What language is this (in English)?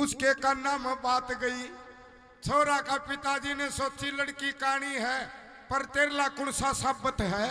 Haryanvi